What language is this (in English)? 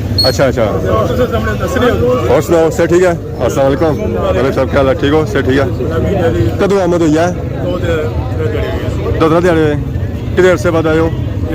Pahari-Potwari